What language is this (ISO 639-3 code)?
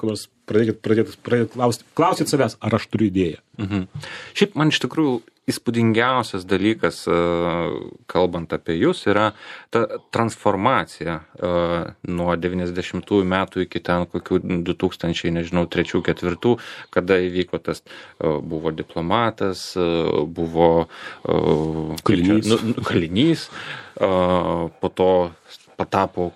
lit